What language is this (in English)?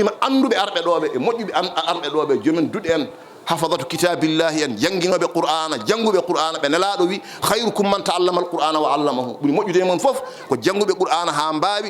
Fula